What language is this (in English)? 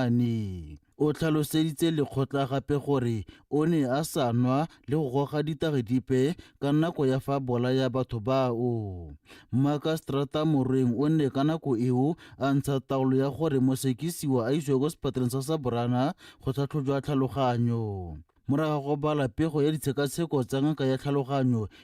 Tswana